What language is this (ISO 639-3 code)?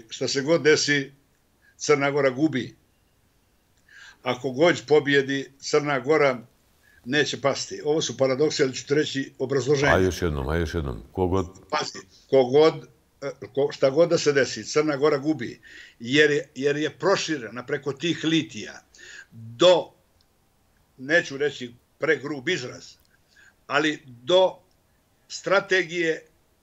bos